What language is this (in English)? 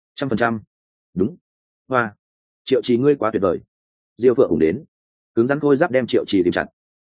Vietnamese